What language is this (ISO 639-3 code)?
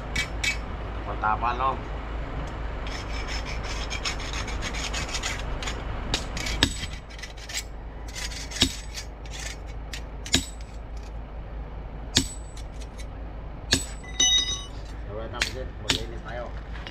fil